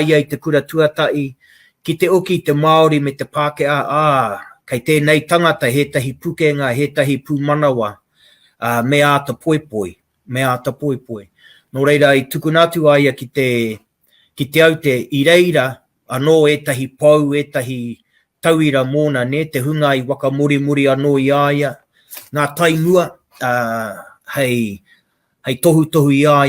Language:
Māori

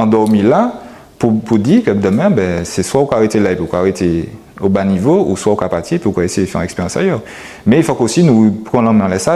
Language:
Guadeloupean Creole French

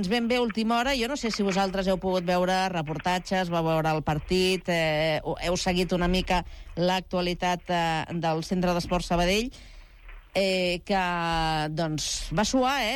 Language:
Catalan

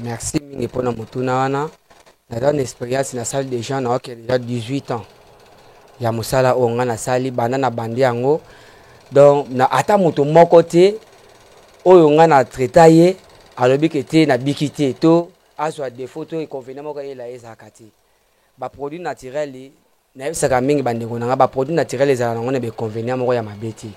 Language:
Lingala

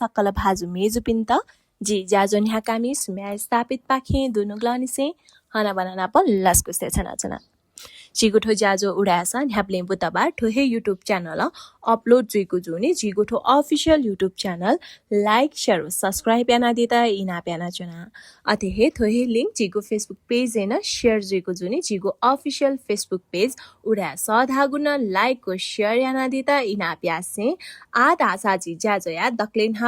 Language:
Newari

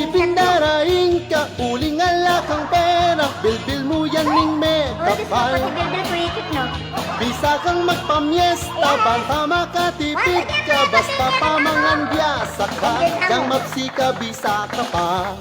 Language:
Pampanga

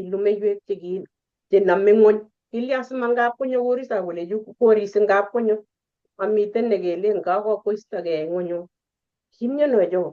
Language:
Kalenjin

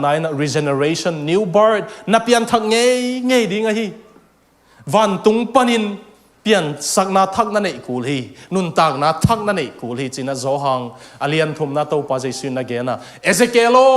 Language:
Tedim Chin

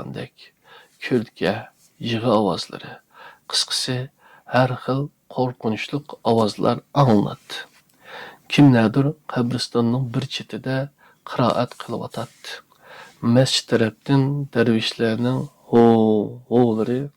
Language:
Uyghur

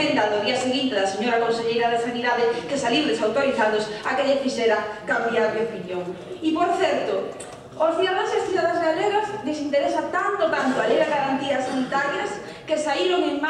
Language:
Galician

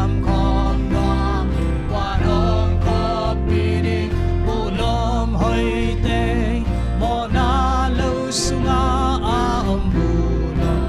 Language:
Tedim Chin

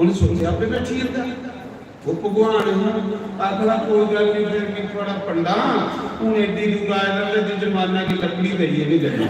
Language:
Dogri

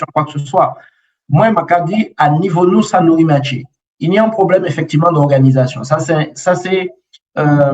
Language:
Guadeloupean Creole French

